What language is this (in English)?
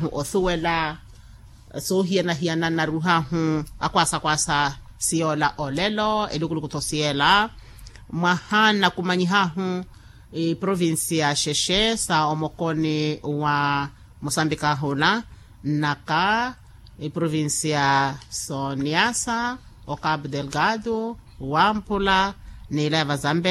Makhuwa